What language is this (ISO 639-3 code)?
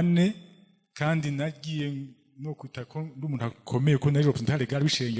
run